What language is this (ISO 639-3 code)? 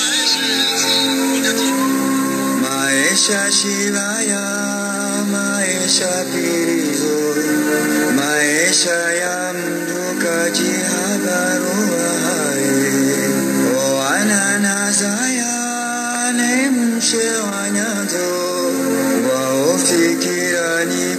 swa